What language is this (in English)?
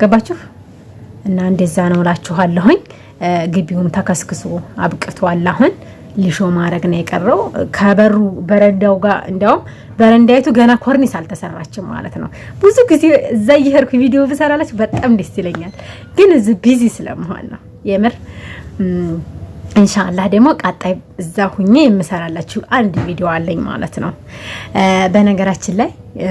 Amharic